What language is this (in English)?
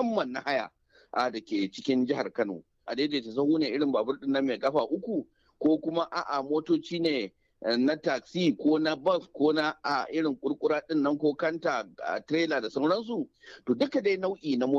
Hausa